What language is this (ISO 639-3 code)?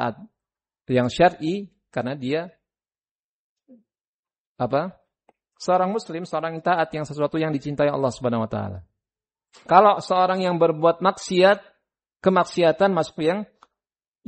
ind